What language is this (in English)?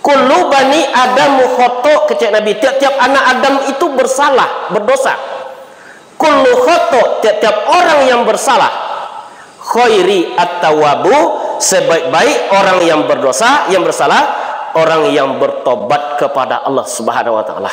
Minangkabau